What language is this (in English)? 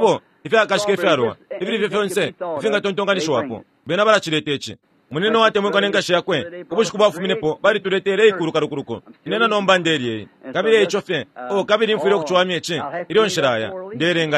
Bemba